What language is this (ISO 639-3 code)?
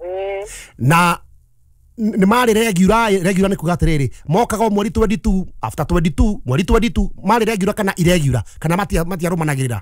kik